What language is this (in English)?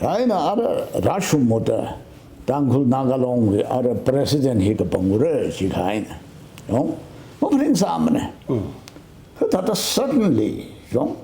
Tangkhul Naga (India)